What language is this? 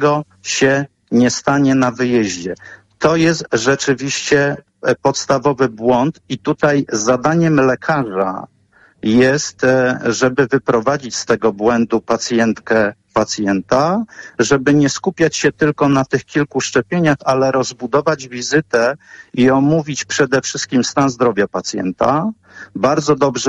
Polish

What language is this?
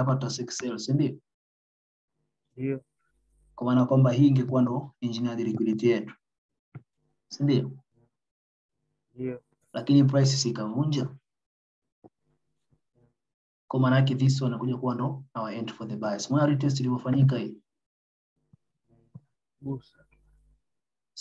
Swahili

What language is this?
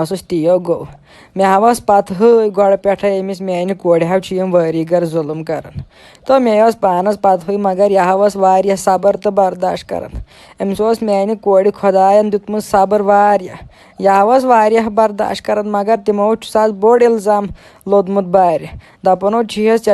Kashmiri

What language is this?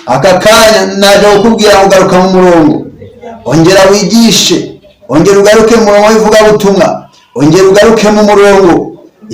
Kinyarwanda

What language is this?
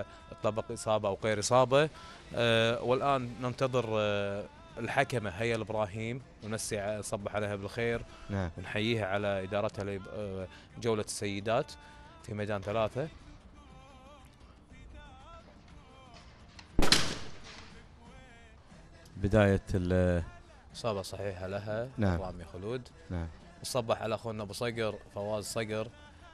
Gulf Arabic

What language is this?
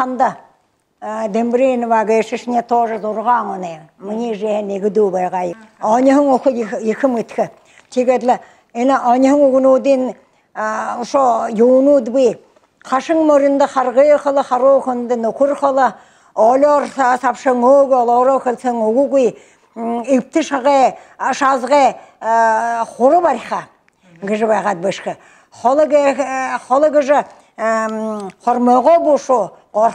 Buriat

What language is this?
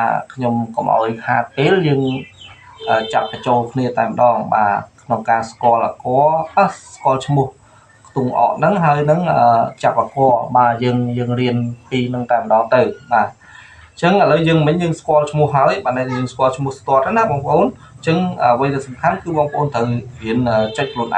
Khmer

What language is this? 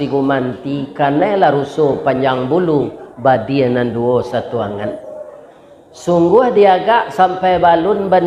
Minangkabau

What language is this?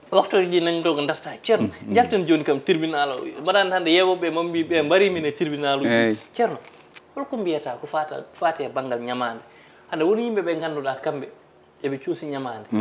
Fula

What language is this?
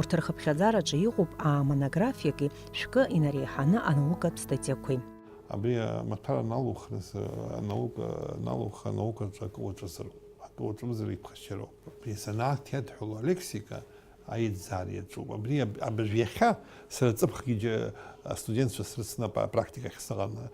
Abkhazian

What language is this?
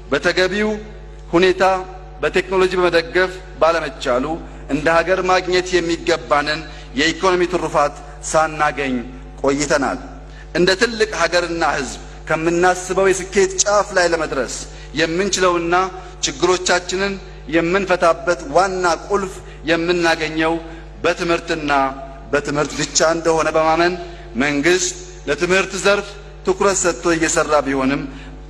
Amharic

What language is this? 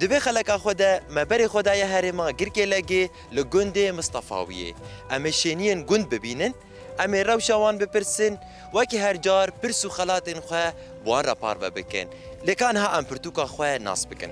Kurdish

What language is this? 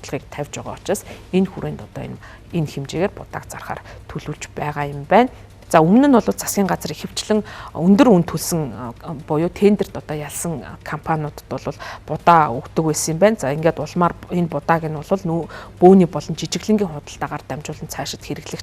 Mongolian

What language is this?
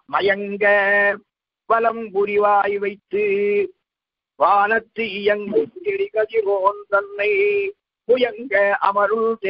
Tamil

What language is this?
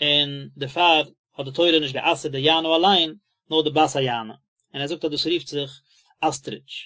Yiddish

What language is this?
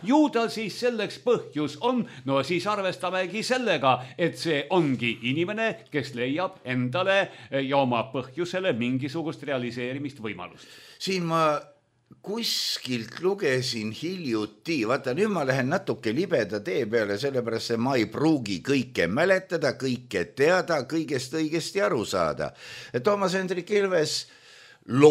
Estonian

